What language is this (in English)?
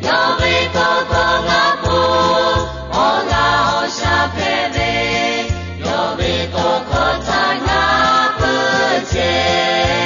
Lahu